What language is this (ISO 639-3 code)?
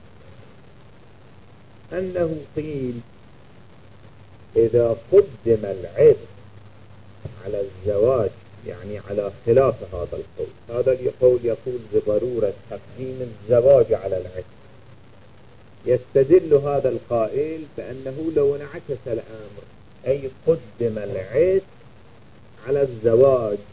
ara